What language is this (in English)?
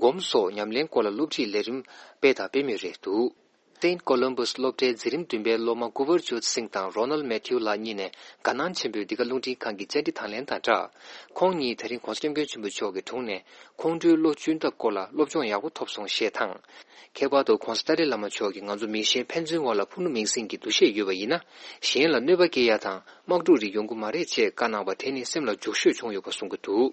Tibetan